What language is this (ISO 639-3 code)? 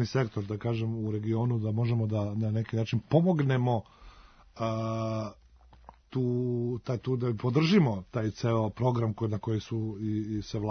srp